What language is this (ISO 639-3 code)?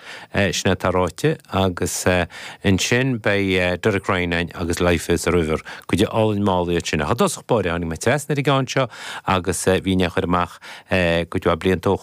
gle